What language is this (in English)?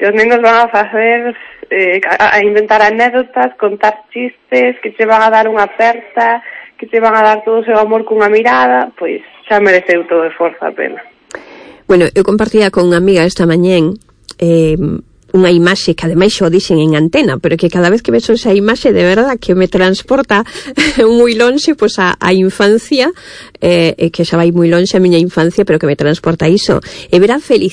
Galician